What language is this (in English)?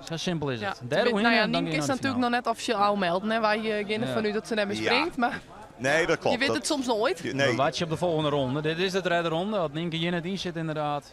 Western Frisian